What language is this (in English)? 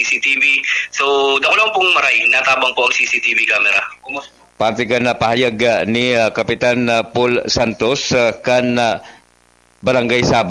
Bikol